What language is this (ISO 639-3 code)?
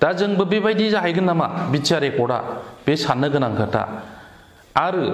brx